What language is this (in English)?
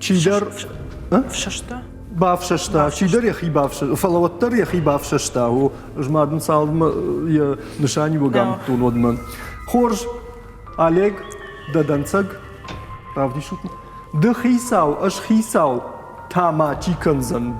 Ossetic